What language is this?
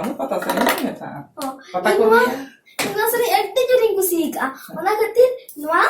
Santali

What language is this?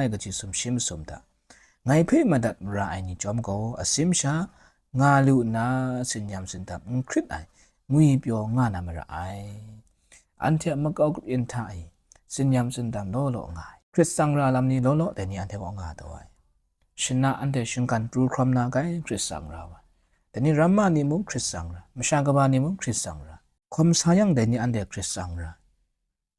Kachin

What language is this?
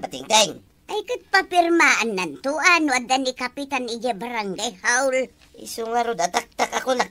Iloko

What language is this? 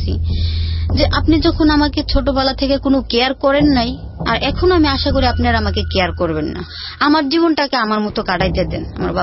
Bangla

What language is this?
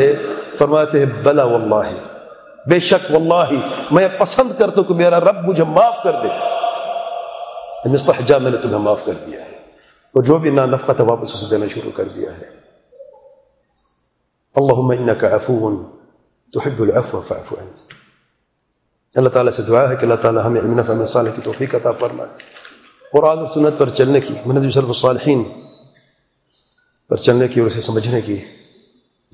Urdu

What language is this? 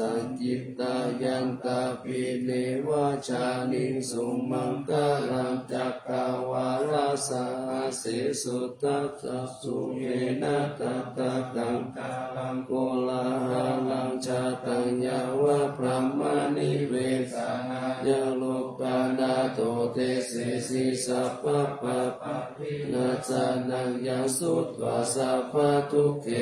Pali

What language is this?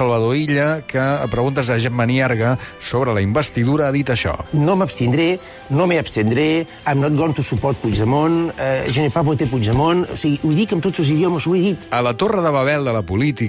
Catalan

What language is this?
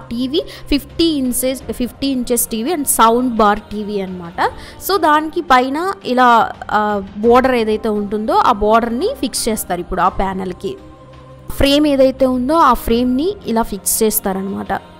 Telugu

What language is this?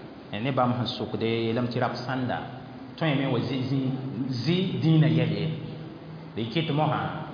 Mossi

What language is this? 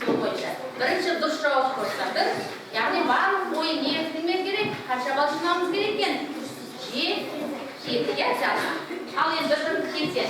Kazakh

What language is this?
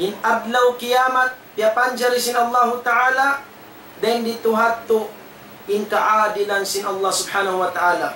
Tausug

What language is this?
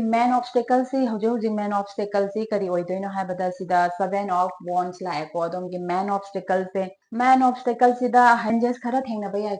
Manipuri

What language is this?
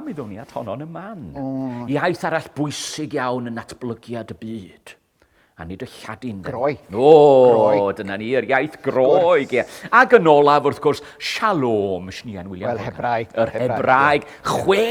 Welsh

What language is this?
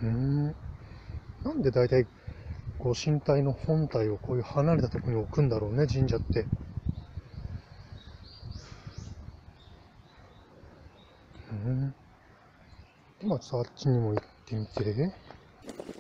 Japanese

